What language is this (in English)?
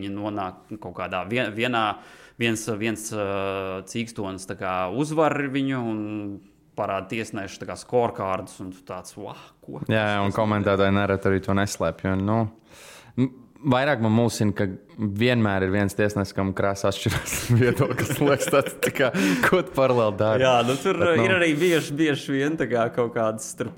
Latvian